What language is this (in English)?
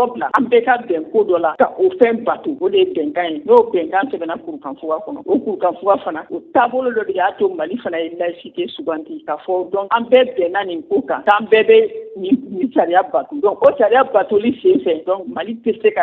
Bambara